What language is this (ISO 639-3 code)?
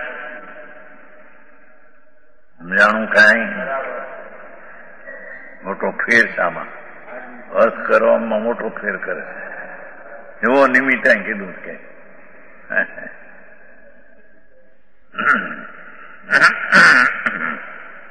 guj